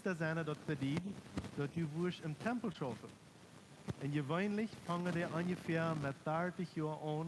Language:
Plautdietsch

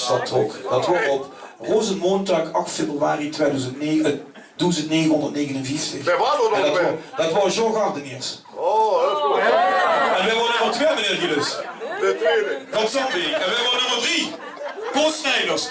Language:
Limburgish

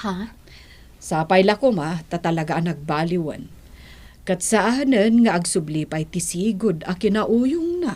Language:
Iloko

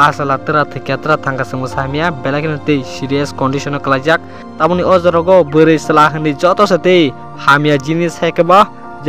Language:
Kok Borok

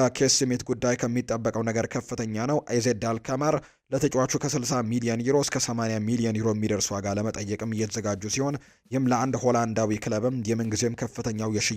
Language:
Amharic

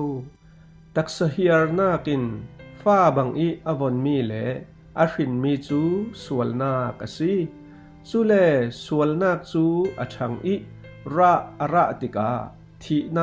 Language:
Falam Chin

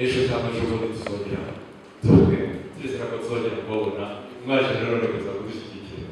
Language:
Kinyarwanda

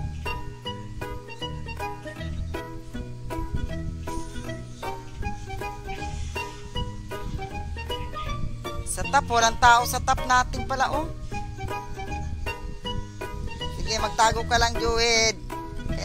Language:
Filipino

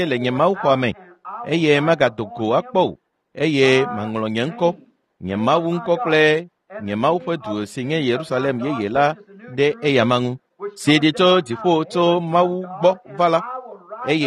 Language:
Ewe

